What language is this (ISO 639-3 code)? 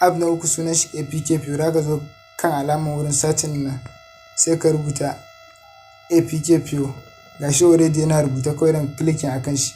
hau